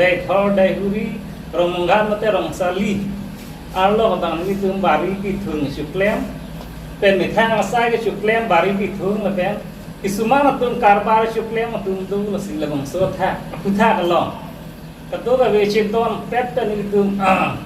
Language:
Karbi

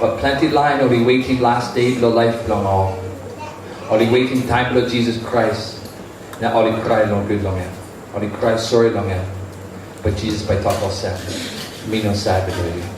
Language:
Tok Pisin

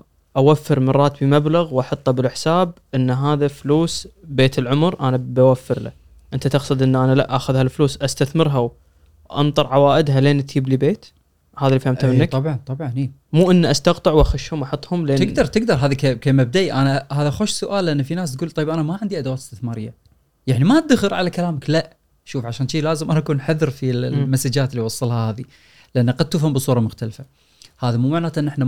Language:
Gulf Arabic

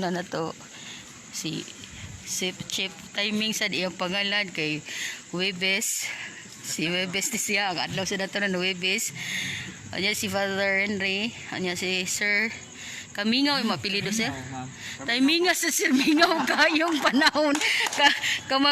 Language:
Cebuano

